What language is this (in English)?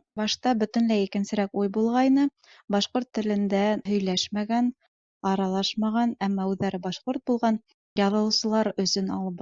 Bashkir